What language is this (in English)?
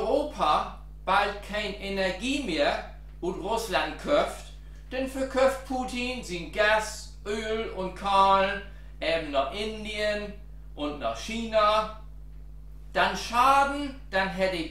Low German